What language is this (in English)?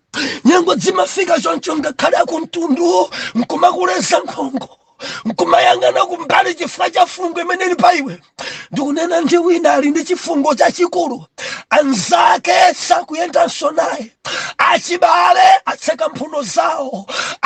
Nyanja